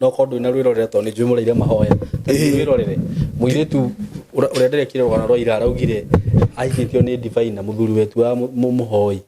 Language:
Kikuyu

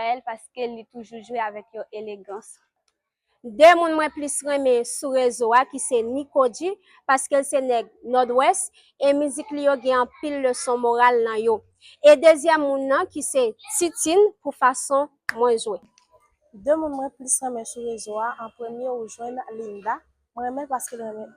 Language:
Haitian Creole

